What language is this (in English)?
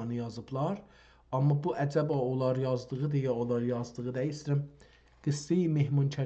South Azerbaijani